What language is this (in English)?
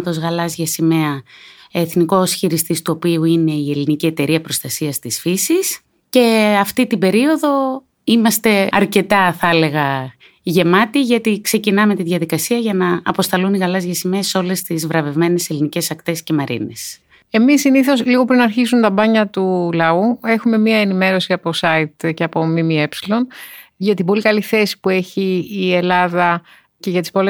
Greek